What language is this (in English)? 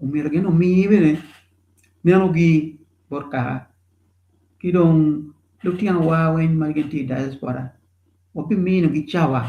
Acoli